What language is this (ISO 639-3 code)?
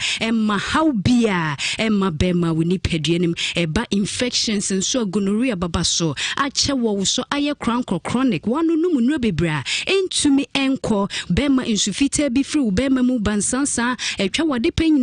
aka